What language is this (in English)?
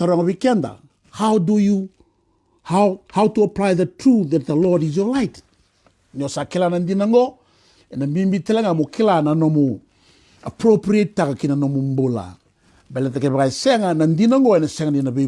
Fijian